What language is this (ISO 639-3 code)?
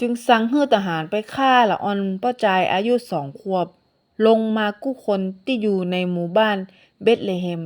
nod